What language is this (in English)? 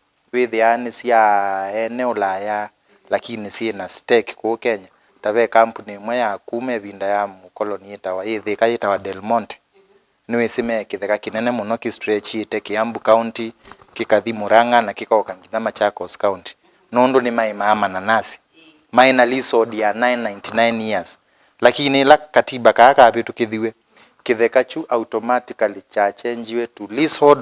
Kamba